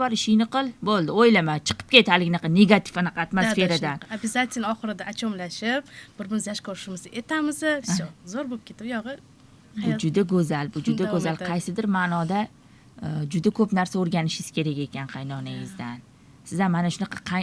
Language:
Uzbek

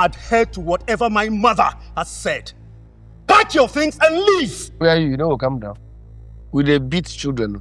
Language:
Nigerian Pidgin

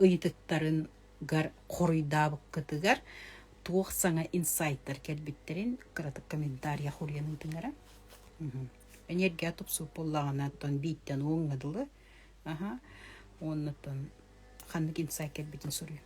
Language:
Yakut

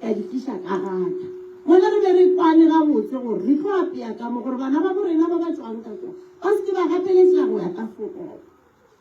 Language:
Northern Sotho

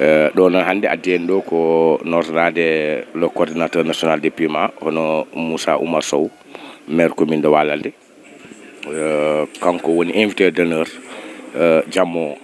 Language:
Fula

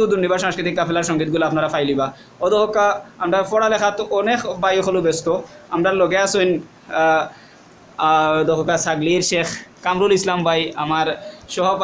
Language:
Sylheti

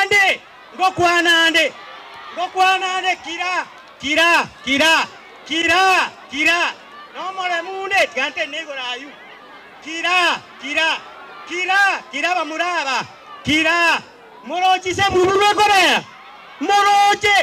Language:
Gusii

